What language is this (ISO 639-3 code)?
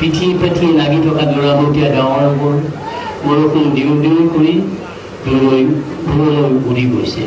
asm